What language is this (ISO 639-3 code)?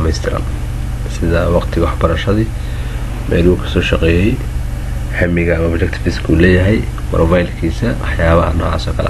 som